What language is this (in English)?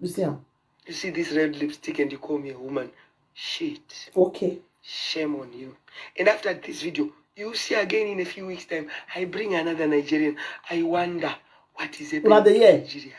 Nigerian Pidgin